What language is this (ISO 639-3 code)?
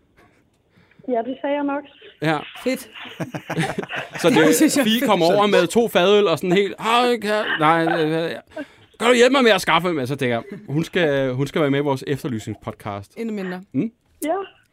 dan